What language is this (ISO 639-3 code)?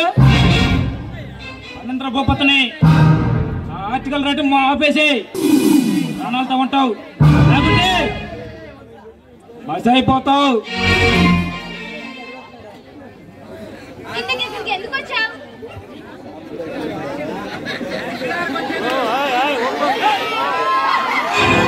tel